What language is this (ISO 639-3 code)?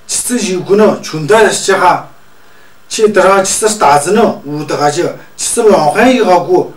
mjg